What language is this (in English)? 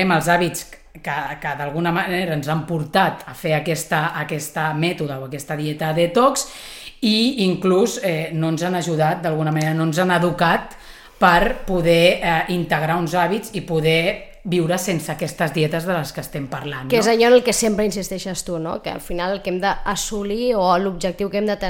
Catalan